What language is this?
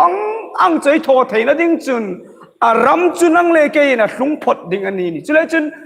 Hmar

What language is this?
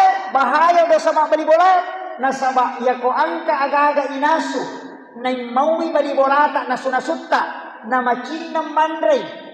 Buginese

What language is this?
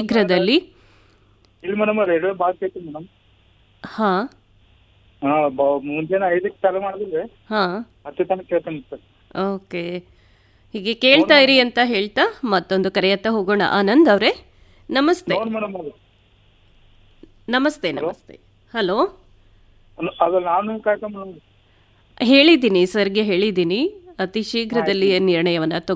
Kannada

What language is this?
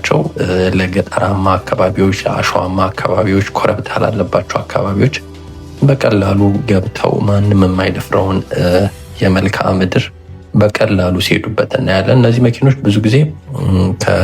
Amharic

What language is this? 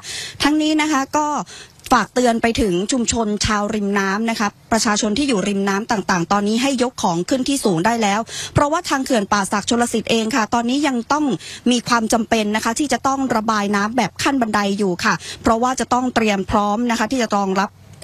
Thai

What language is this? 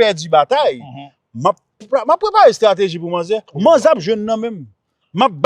Haitian Creole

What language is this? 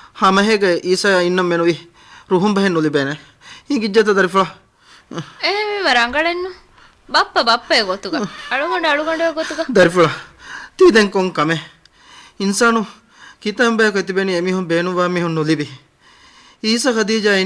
Divehi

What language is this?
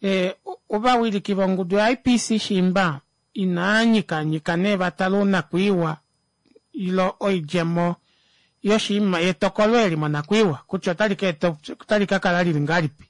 Kuanyama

